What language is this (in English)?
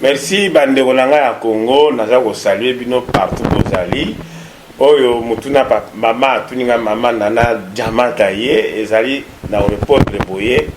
Lingala